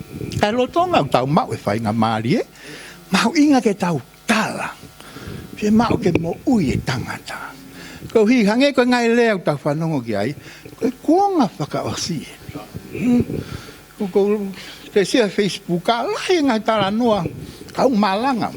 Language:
Tongan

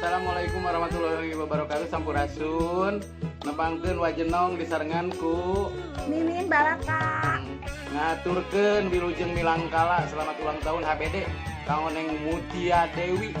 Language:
Sundanese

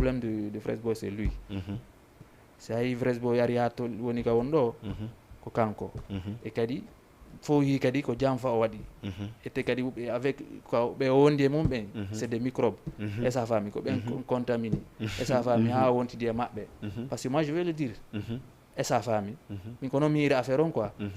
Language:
Fula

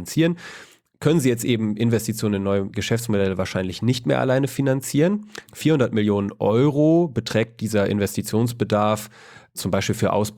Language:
German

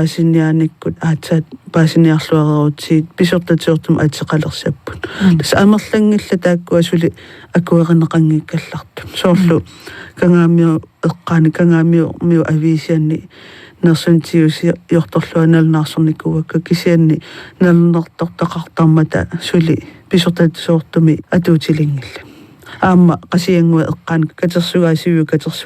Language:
Kalaallisut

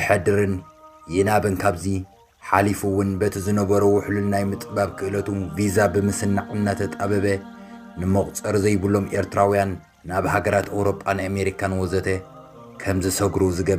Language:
Tigrinya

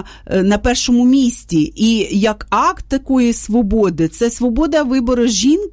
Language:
Ukrainian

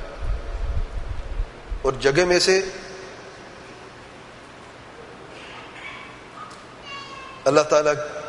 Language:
Urdu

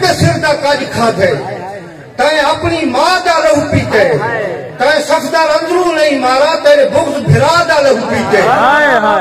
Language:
Saraiki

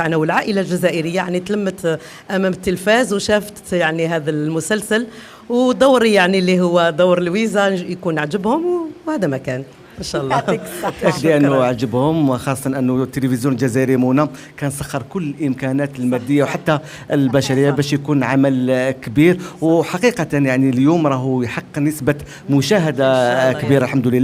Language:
Algerian Arabic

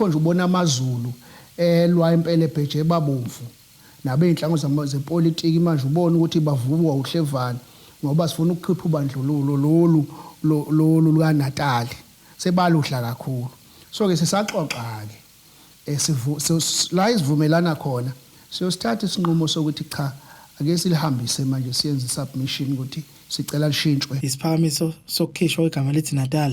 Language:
Zulu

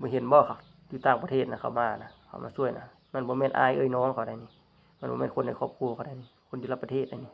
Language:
Lao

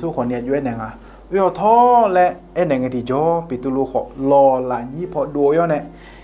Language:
Akha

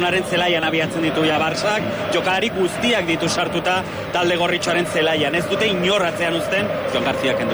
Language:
Basque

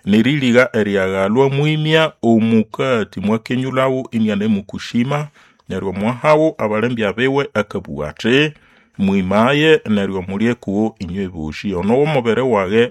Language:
Nande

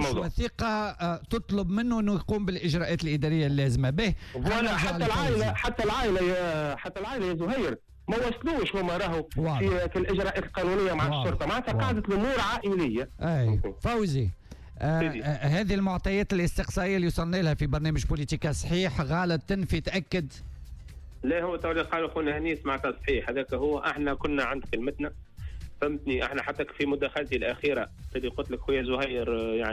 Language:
Tunisian Arabic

